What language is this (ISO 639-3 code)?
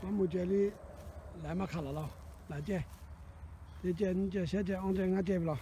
lhu